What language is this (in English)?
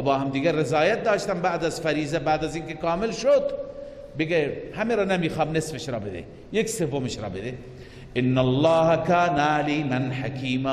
Persian